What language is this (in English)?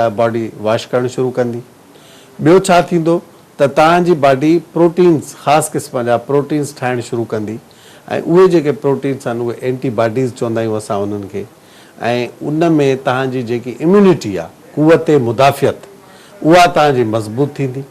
Sindhi